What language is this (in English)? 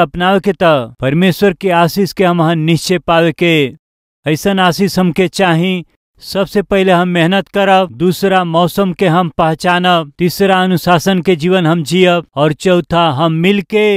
Bhojpuri